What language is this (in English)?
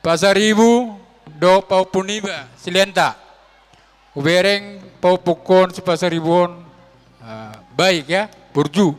Batak Toba